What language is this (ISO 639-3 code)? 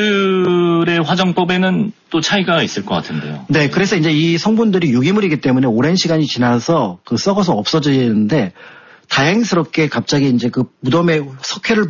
kor